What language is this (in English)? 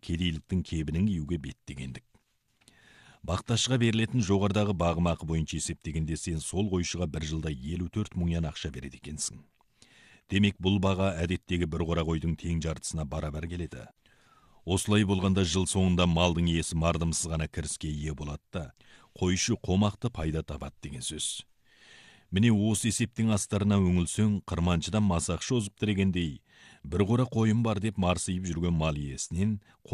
Kazakh